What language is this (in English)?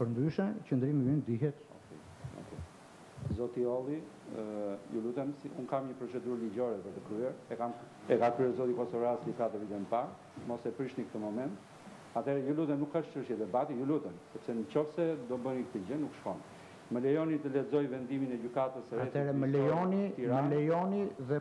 Albanian